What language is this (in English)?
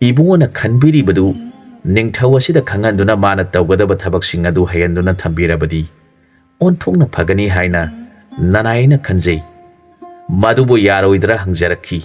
Manipuri